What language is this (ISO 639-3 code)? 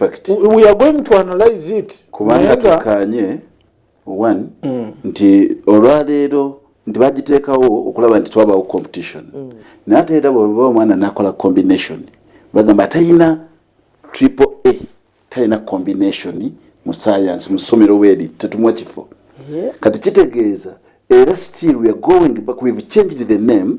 lug